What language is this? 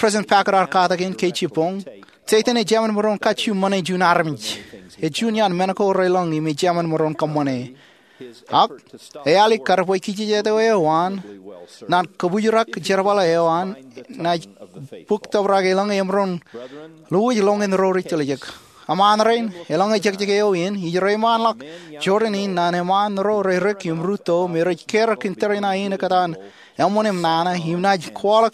Marshallese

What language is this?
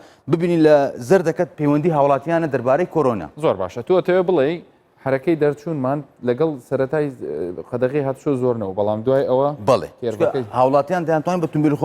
Central Kurdish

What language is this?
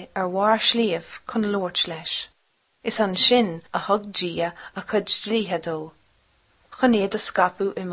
Irish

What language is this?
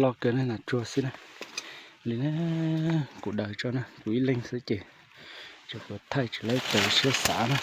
Hmong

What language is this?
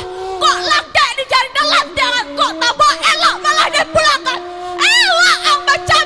Minangkabau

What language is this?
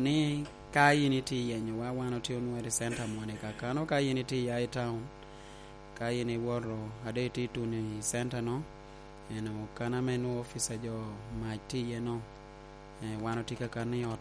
Lango (Uganda)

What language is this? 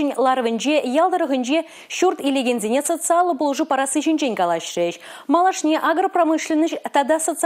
Chuvash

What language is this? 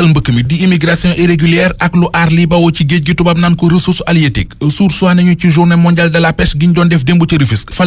Wolof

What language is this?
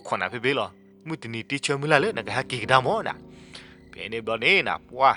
S'gaw Karen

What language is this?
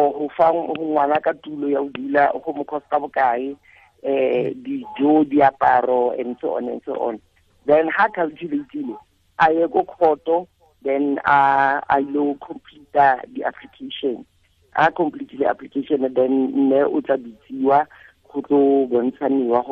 Tswana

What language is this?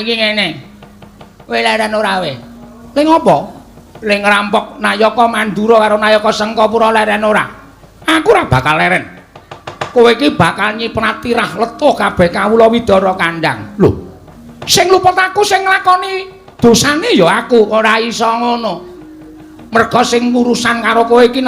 Javanese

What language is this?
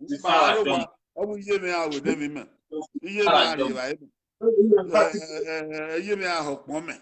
Bini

